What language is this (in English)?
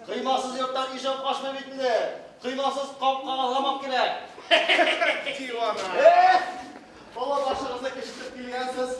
Tatar